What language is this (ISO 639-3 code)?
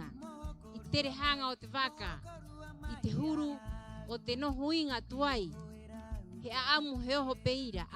rap